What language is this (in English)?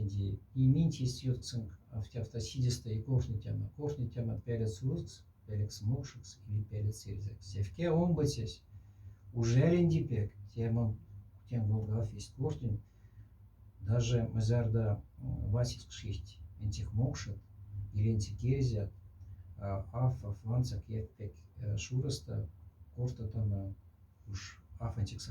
Moksha